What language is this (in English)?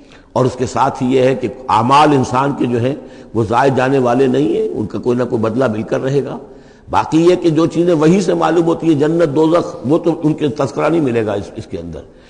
Urdu